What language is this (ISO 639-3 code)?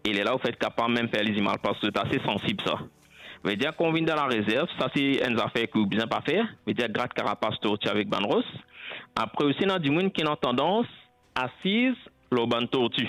mfe